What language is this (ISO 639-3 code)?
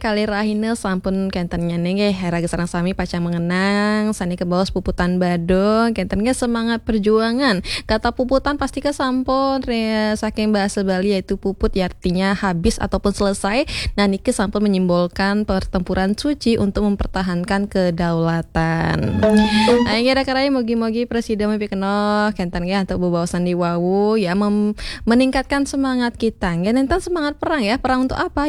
ban